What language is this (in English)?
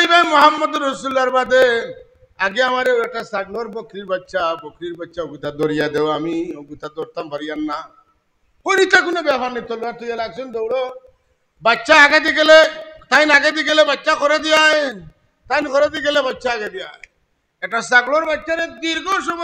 Sylheti